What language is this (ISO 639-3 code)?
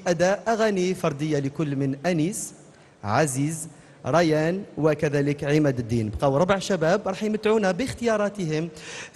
arq